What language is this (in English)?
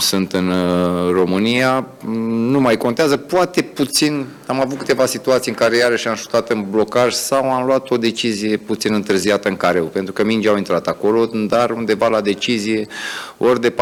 Romanian